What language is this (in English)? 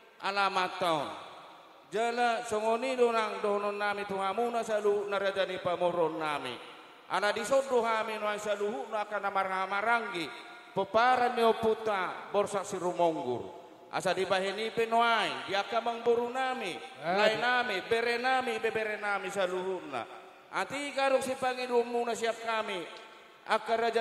Batak Toba